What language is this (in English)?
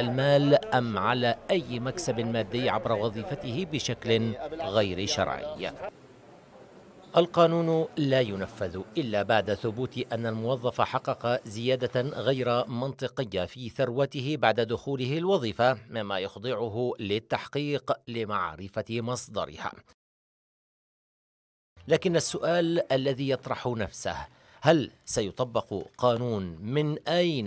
Arabic